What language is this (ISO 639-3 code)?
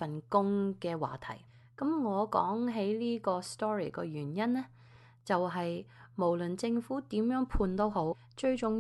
yue